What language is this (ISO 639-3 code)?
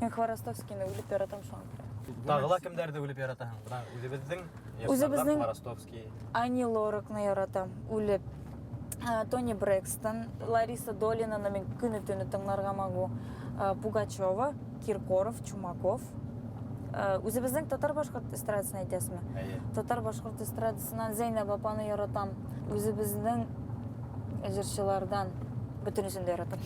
bak